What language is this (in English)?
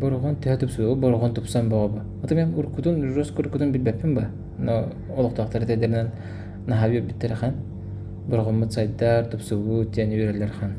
Yakut